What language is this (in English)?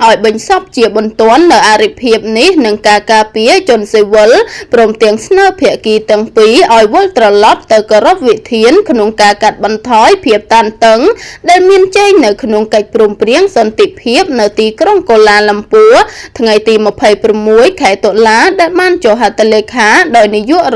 Khmer